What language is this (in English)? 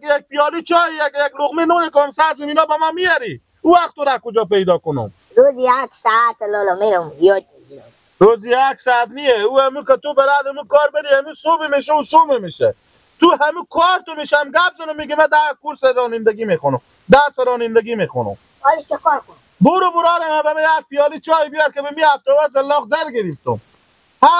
Persian